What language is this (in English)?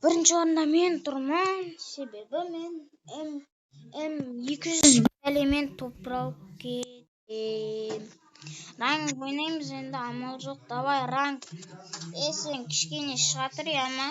Kazakh